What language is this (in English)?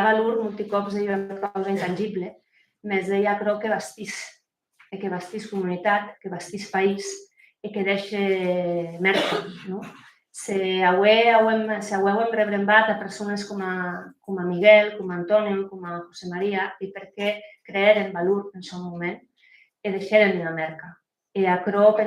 Occitan